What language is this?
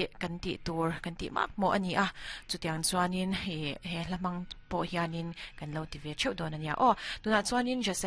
Mizo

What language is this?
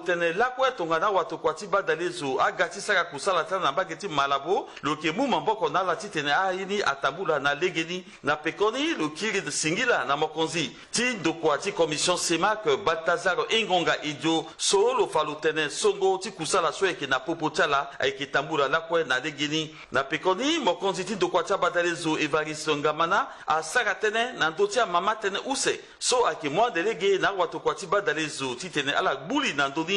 Sango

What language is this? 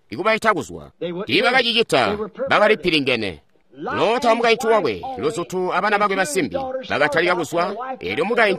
Tonga (Zambia)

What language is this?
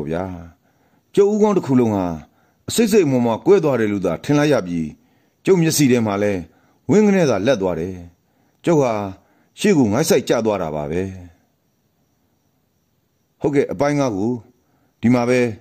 Burmese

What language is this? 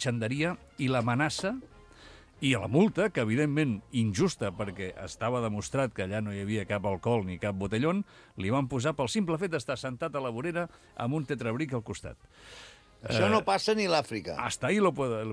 Catalan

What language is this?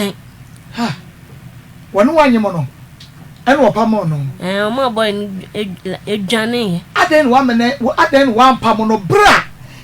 Akan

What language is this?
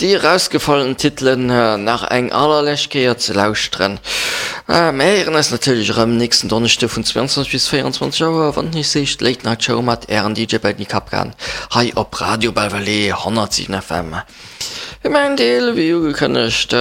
Luxembourgish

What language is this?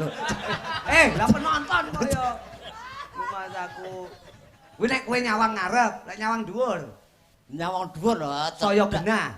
Javanese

